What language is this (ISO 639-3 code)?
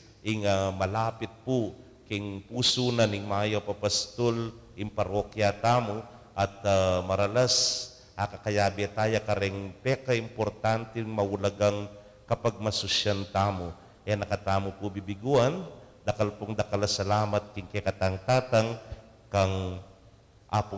pam